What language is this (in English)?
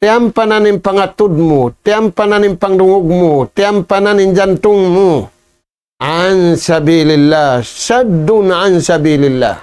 Tausug